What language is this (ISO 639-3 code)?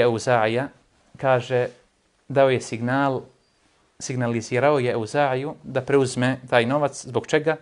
bos